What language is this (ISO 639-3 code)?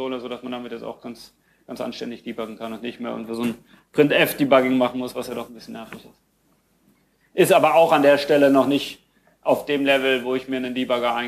deu